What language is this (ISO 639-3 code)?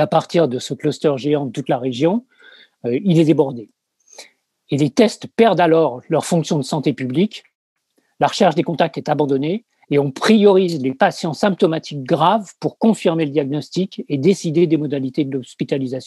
fra